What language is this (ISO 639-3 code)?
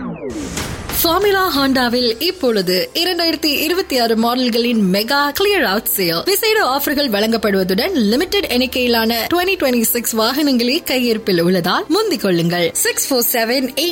tam